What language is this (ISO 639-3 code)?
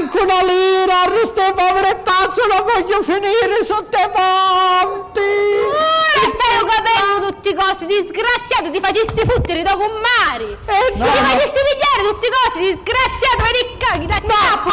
scn